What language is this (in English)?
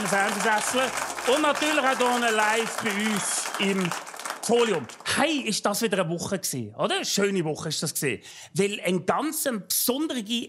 Swiss German